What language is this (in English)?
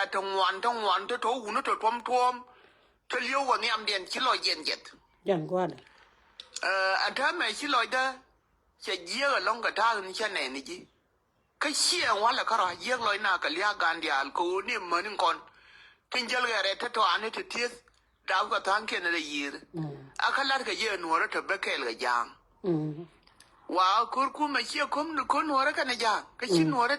Nuer